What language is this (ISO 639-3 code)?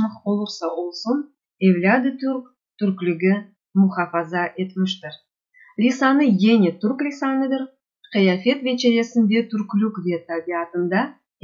crh